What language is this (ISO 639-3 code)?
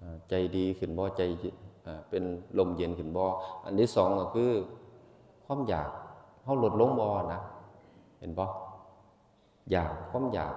tts